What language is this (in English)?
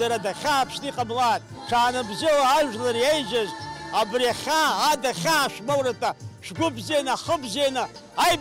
Abkhazian